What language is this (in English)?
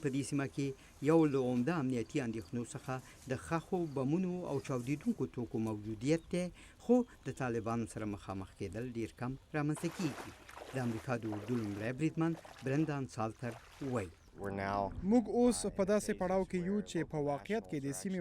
Pashto